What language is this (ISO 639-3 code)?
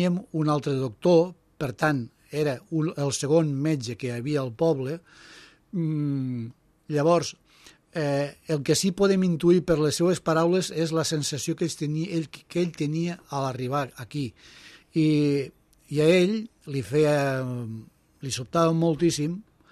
cat